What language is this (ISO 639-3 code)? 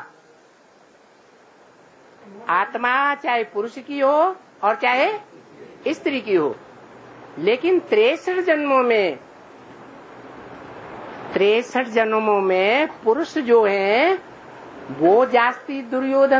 hin